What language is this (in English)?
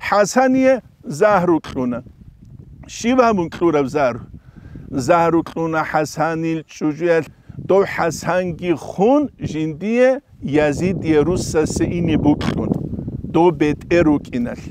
Avaric